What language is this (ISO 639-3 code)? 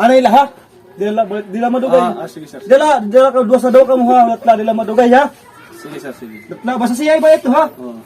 war